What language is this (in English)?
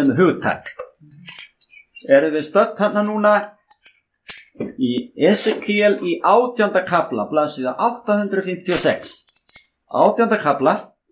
Icelandic